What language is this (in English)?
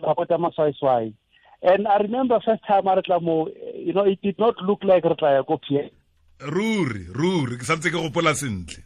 Tswana